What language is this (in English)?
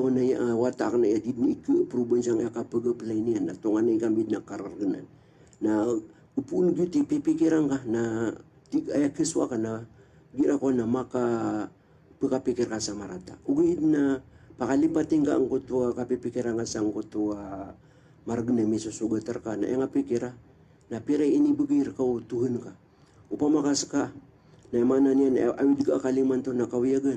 Maranao